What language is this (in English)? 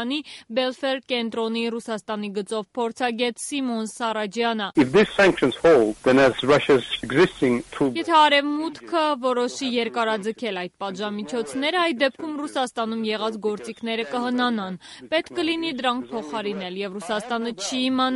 Armenian